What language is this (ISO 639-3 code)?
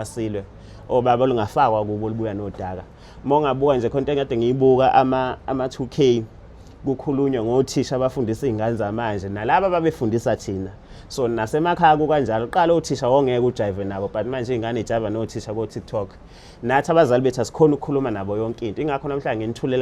zul